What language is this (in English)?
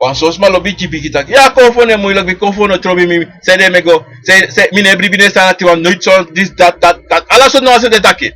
Sranan Tongo